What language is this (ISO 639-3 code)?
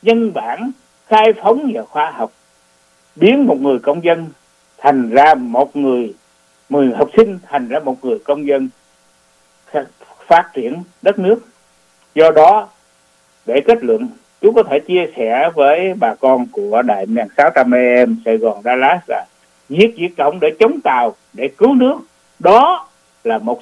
vie